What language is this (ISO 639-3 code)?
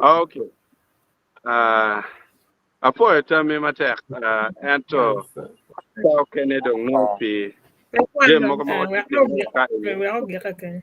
ach